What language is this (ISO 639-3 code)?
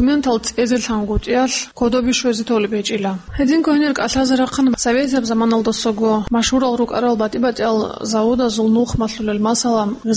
ava